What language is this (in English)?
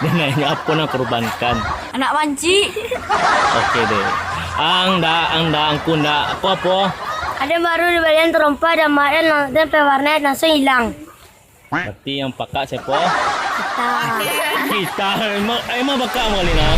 Minangkabau